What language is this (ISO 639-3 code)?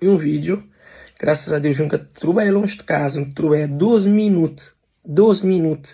kea